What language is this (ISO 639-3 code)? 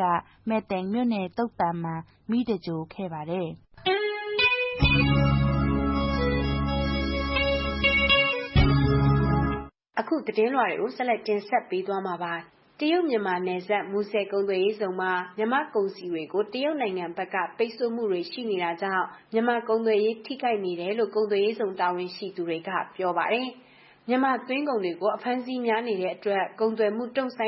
mya